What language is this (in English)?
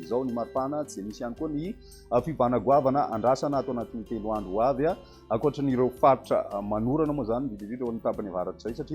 Malagasy